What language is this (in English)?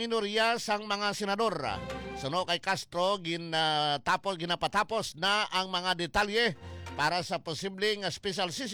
Hiligaynon